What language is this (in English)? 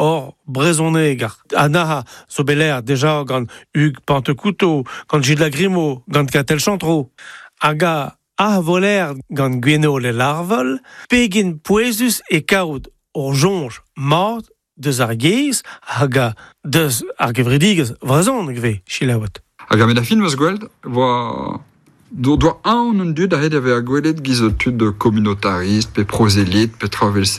Breton